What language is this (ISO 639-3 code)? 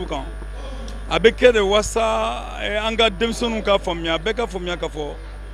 bam